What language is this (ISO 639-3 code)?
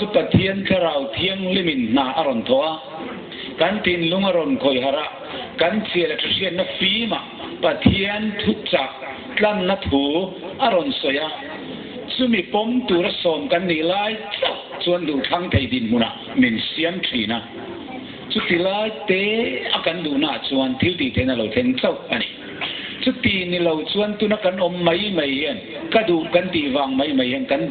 lus